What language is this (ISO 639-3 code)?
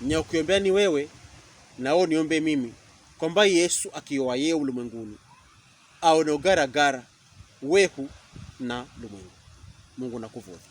pkb